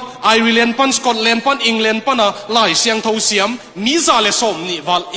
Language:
Tedim Chin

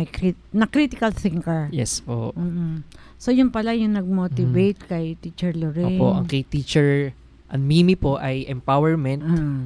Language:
Filipino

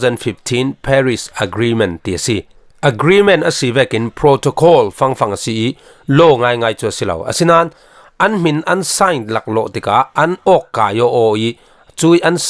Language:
Falam Chin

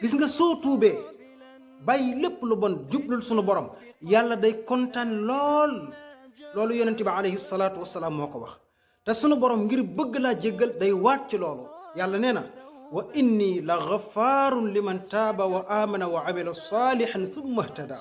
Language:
Wolof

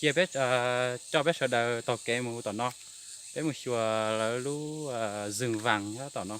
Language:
Hmong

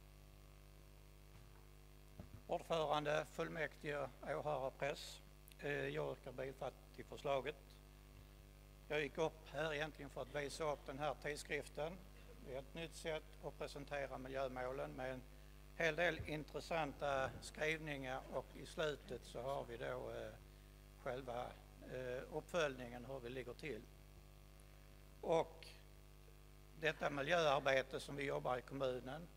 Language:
Swedish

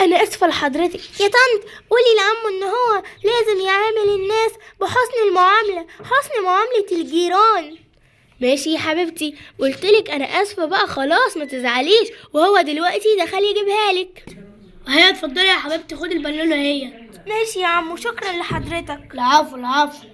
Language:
Egyptian Arabic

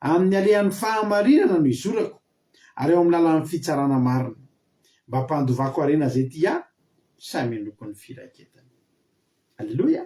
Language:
Malagasy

